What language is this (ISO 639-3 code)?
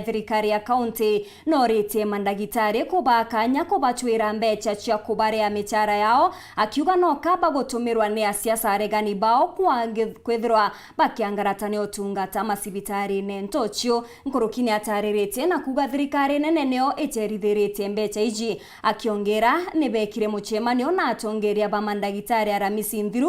mer